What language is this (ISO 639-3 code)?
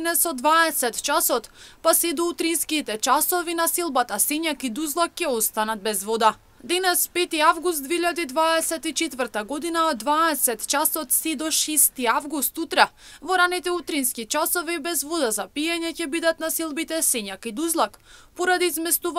mkd